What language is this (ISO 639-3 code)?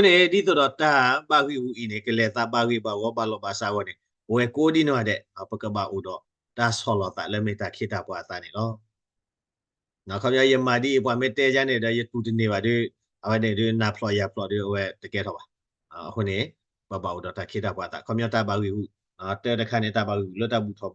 ksw